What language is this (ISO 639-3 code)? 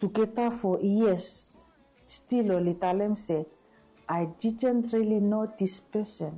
bis